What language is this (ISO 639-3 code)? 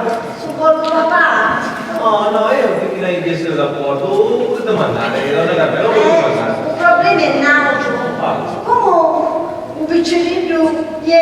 scn